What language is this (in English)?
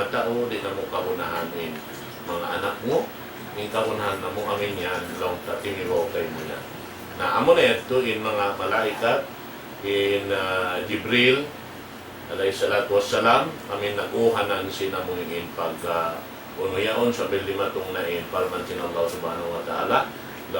Tausug